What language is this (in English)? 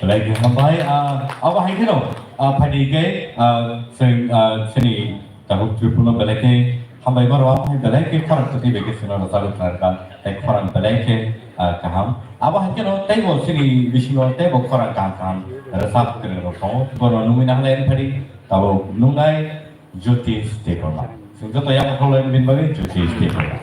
Kok Borok